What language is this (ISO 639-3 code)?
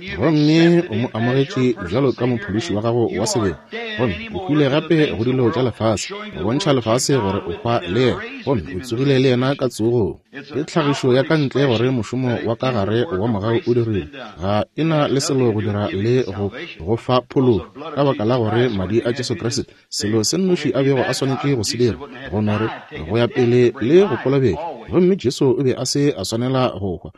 nso